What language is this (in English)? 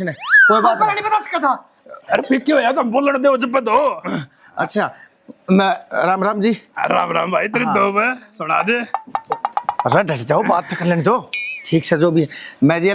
Haryanvi